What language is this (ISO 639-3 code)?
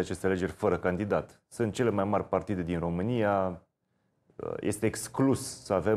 ron